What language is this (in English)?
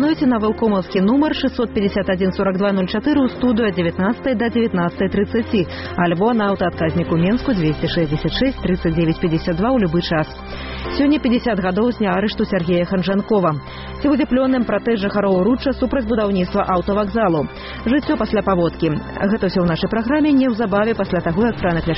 Belarusian